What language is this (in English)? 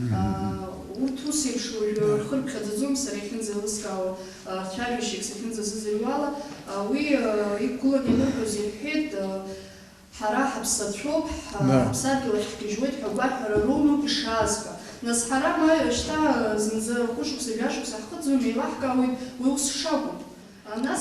Abkhazian